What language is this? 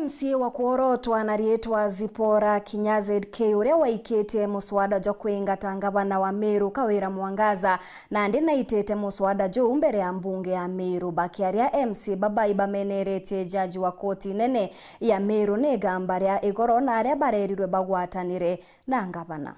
Meru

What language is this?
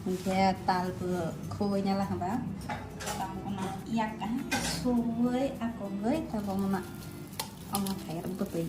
Kok Borok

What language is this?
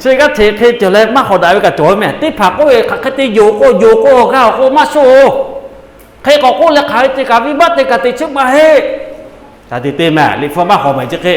Lahu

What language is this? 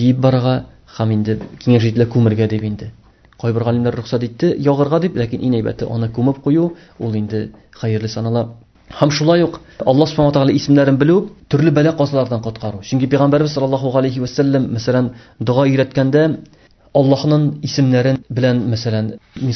Tatar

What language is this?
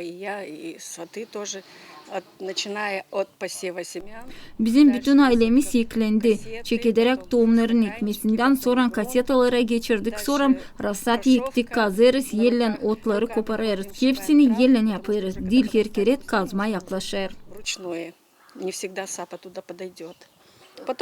Gagauz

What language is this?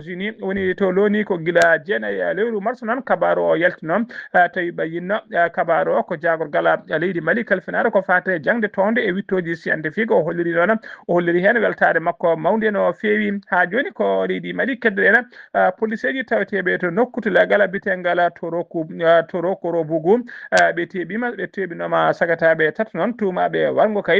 Fula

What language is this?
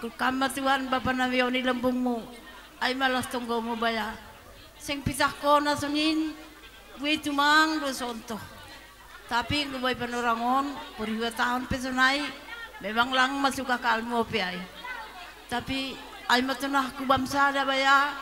Batak Simalungun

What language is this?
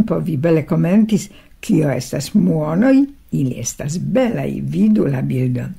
Esperanto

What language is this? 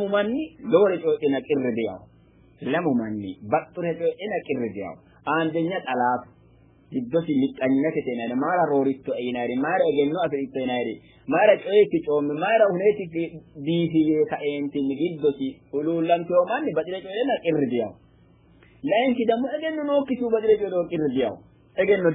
Sidamo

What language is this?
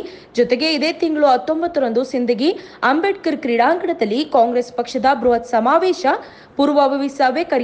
Kannada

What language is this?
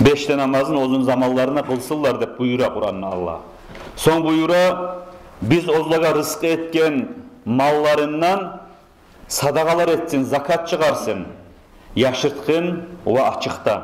Kumyk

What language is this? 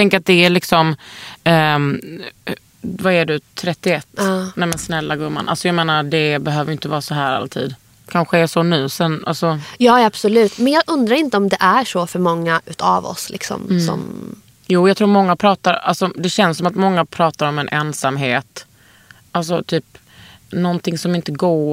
Swedish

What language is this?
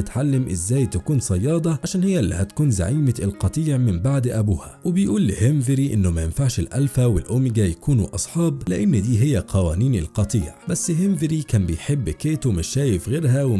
Egyptian Arabic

